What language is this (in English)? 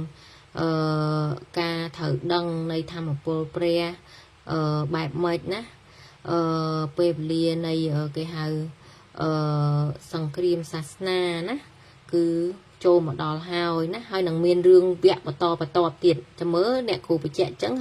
Khmer